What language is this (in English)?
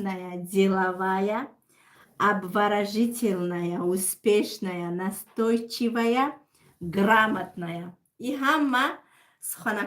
Tajik